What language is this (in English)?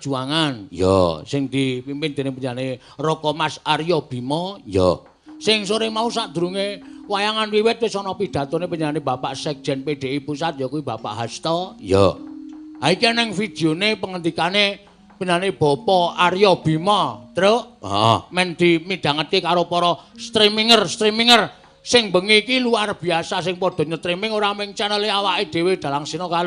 Javanese